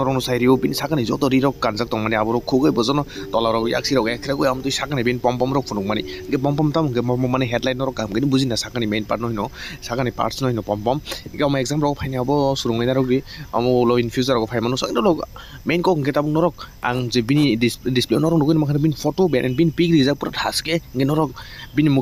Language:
Kok Borok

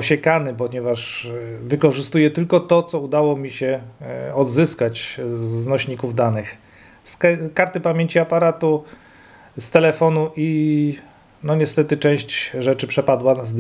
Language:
Polish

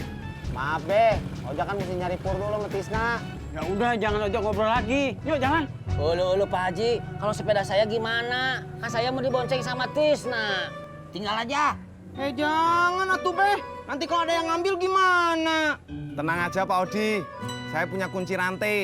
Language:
Betawi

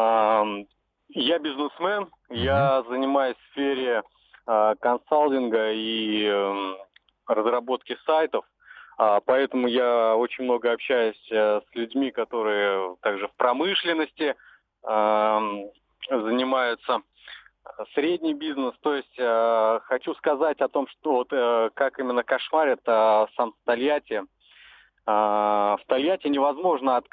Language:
Russian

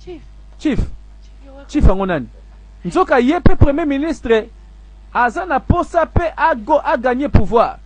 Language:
Lingala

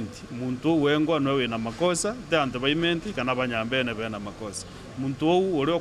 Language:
Meru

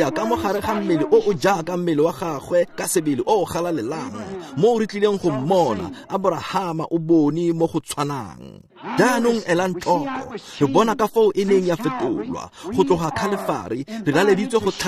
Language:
Tswana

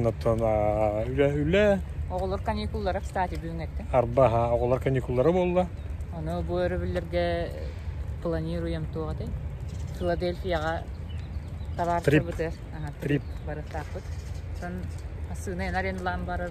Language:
Yakut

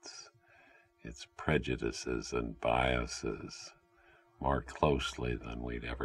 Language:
English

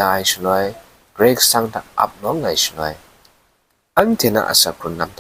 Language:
Kachin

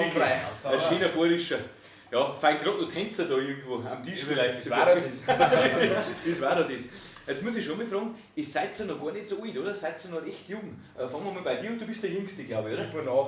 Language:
Bavarian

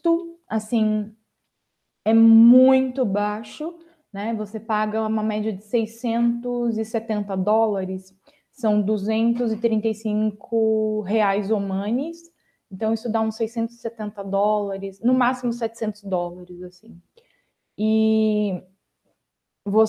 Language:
Portuguese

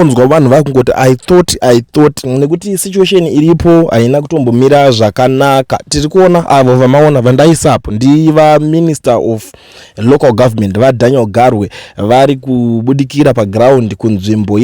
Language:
Shona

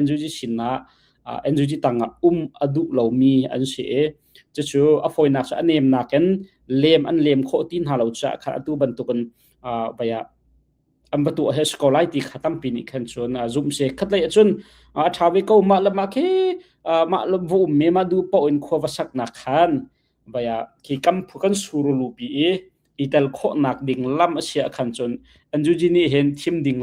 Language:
Hakha Chin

